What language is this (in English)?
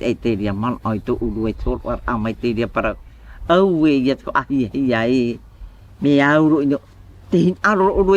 Tahitian